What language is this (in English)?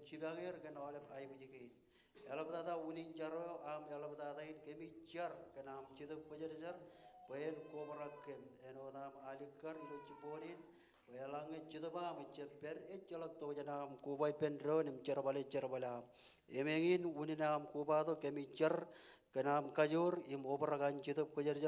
Marshallese